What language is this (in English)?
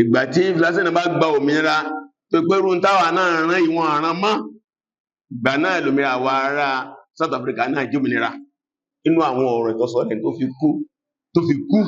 Yoruba